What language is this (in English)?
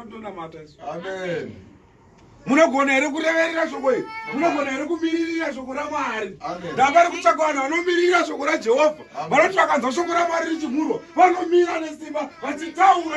Shona